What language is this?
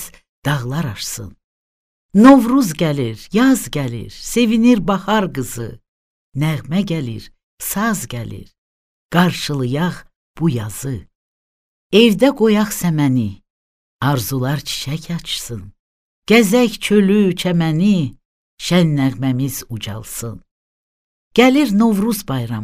Azerbaijani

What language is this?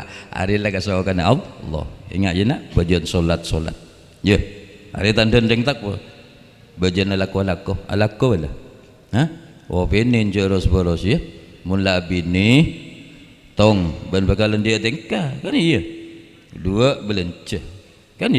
Madurese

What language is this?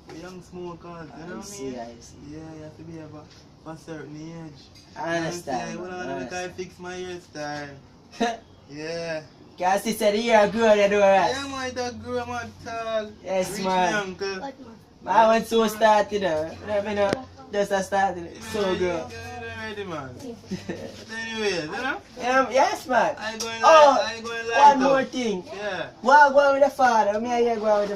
Jamaican Creole English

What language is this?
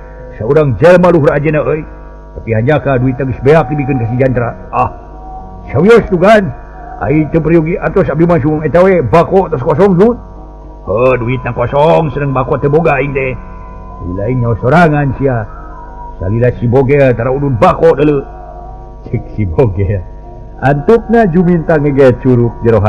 Sundanese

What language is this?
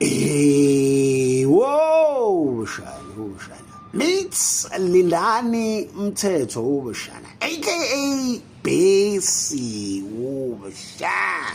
Zulu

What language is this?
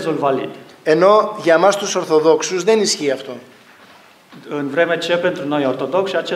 Greek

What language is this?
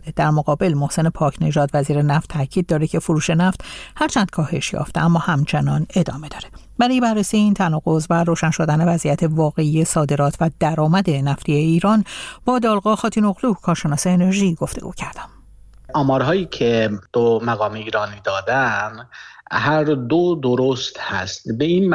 Persian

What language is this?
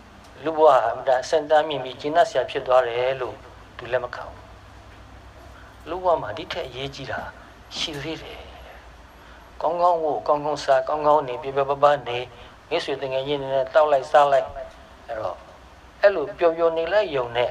Burmese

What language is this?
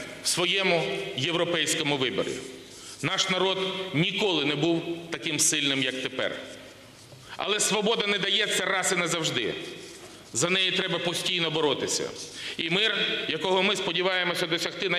Ukrainian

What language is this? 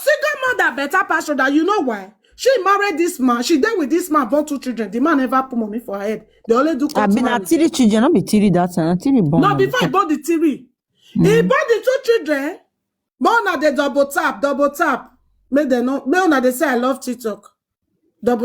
Nigerian Pidgin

